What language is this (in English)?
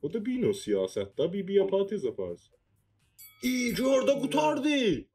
South Azerbaijani